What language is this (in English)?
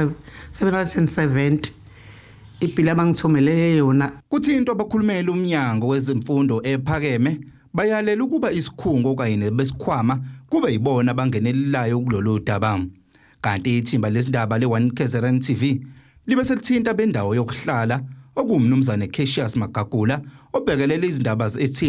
Zulu